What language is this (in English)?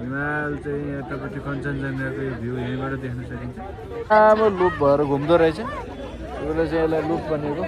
Nepali